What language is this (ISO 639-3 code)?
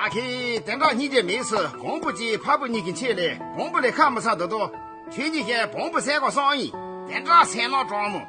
bod